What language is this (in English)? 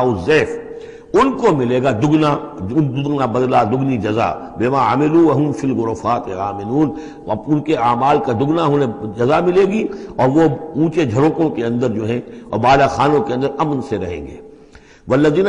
Urdu